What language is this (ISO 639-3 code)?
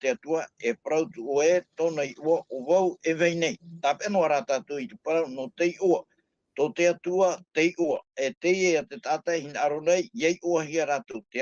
tah